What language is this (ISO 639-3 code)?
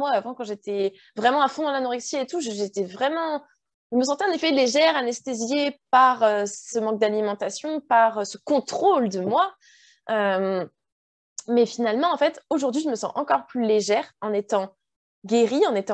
fra